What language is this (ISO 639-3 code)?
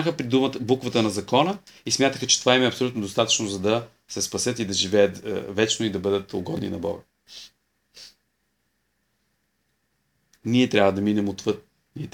bul